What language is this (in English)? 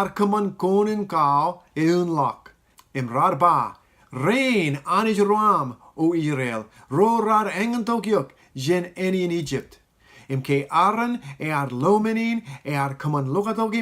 Marshallese